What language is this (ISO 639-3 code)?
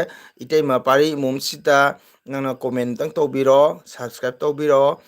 mni